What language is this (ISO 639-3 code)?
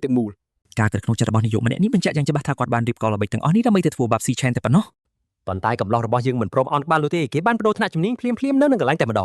khm